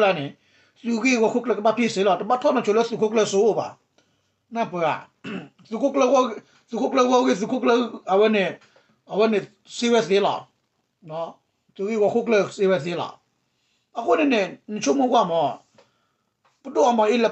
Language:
S'gaw Karen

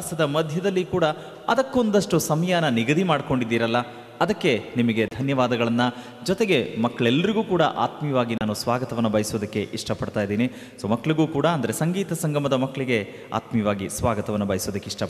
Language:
Kannada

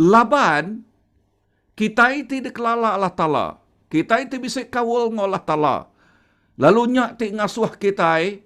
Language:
Iban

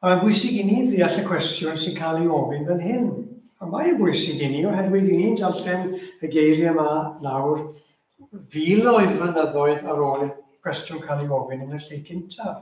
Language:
Welsh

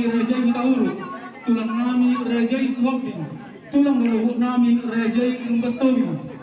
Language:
Batak Toba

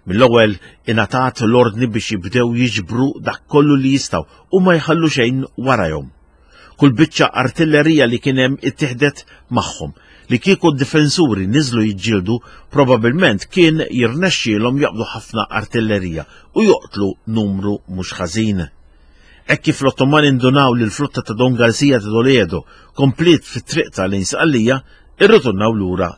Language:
Maltese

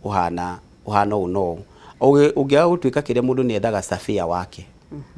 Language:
Kikuyu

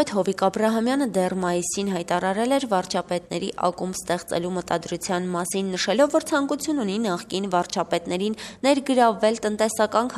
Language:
Armenian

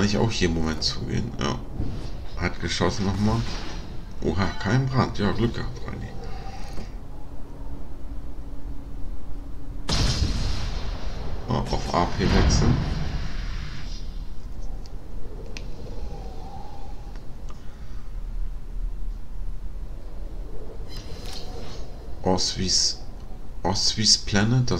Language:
German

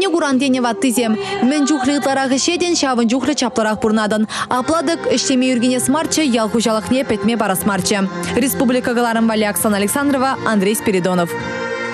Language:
Chuvash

